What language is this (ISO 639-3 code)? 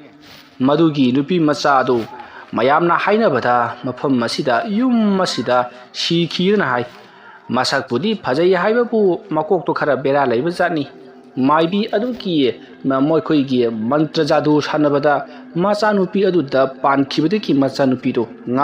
mni